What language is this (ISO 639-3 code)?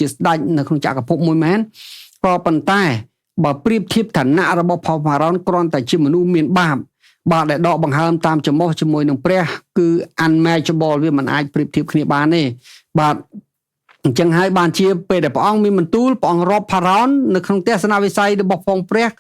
khm